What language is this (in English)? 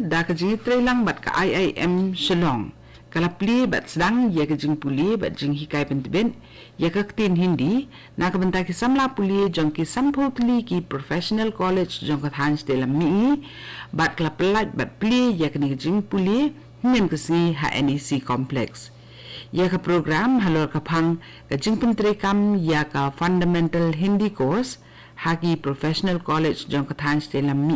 Khasi